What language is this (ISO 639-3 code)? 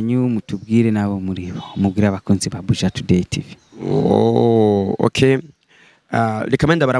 run